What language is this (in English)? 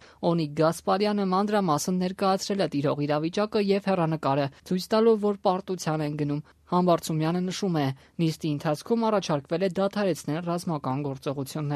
Armenian